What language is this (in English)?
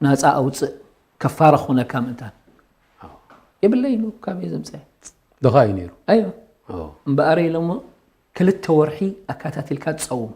Tigrinya